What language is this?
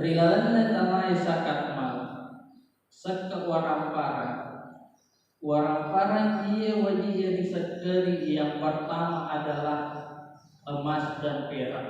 Buginese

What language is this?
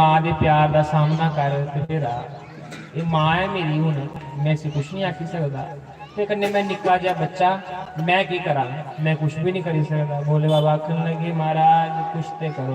Dogri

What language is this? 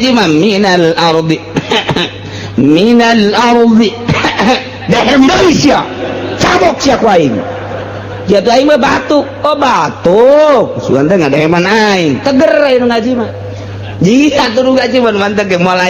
Sundanese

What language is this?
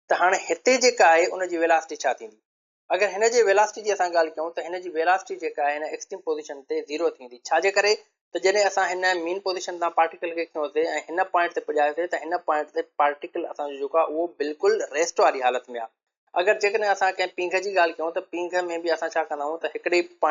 Sindhi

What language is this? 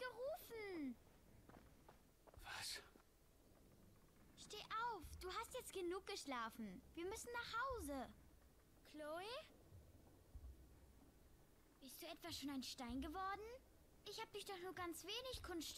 German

